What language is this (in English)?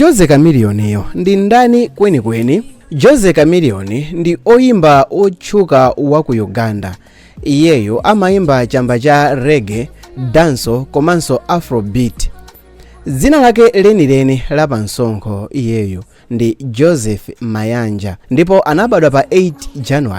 Nyanja